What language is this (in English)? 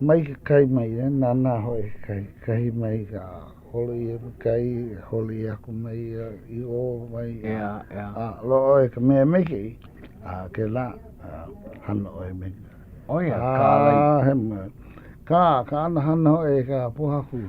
Hawaiian